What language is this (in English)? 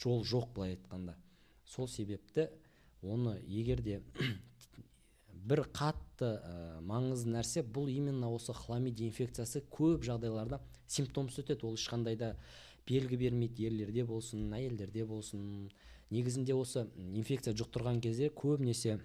Kazakh